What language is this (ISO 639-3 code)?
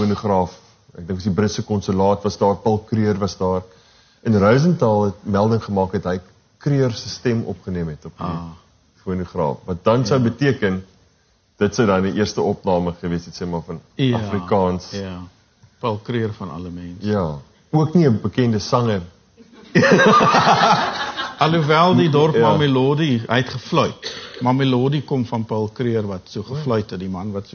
afr